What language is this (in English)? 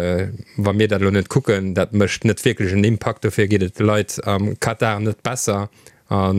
Luxembourgish